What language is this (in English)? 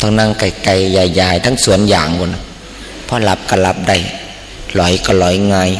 Northeastern Thai